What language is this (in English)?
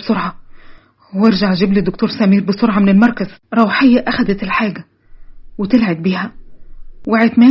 Egyptian Arabic